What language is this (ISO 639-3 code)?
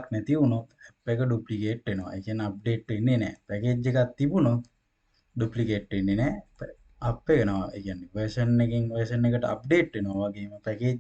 sin